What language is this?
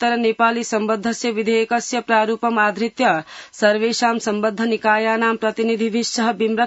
Sanskrit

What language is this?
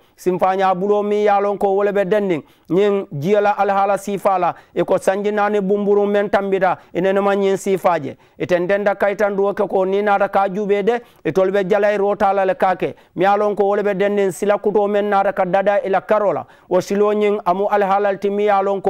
Mandingo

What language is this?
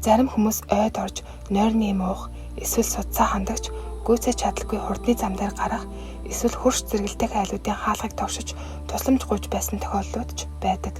Mongolian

